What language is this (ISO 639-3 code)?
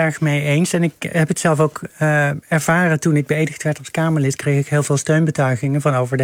nld